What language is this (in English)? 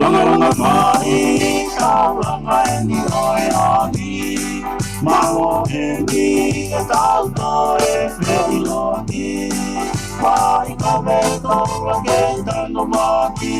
Tongan